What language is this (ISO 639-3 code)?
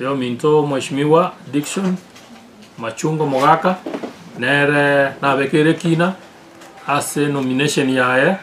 guz